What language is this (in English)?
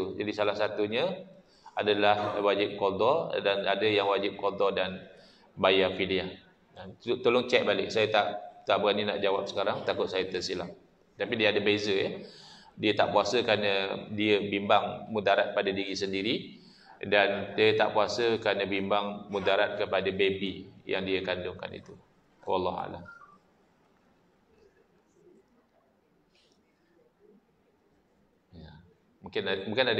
Malay